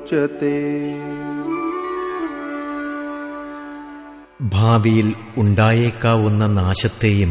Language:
Malayalam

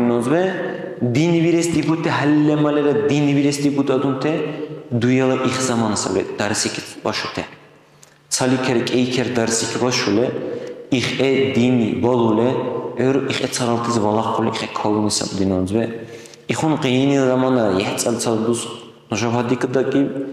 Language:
Dargwa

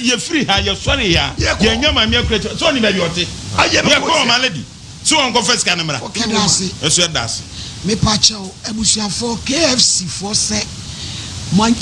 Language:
Akan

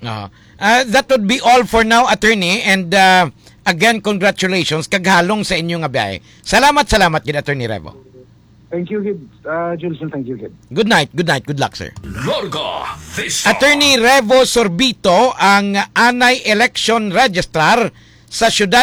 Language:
Hiligaynon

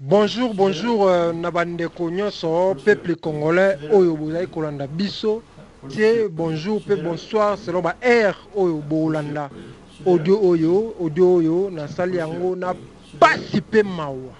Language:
Lingala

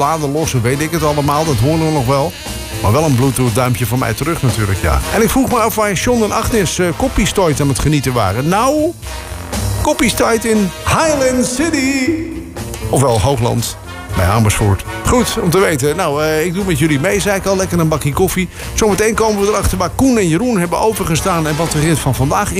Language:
Dutch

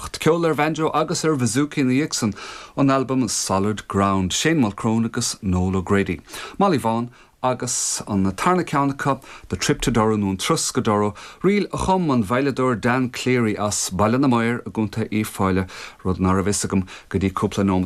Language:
Irish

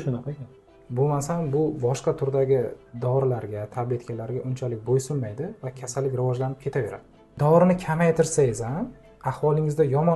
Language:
Uzbek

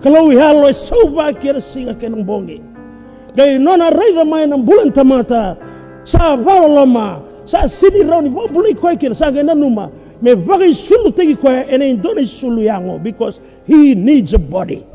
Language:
Fijian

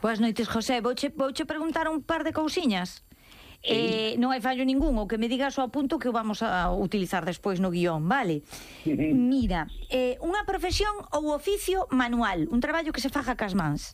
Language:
Galician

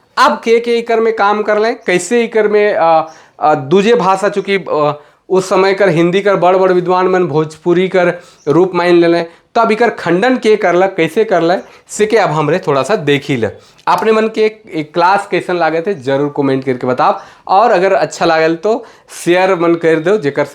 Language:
Sadri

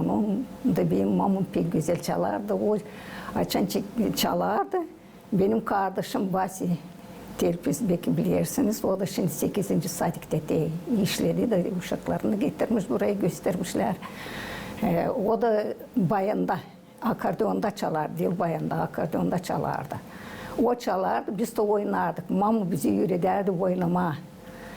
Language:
Gagauz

